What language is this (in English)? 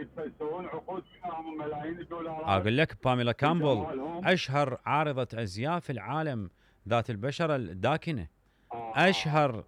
Mesopotamian Arabic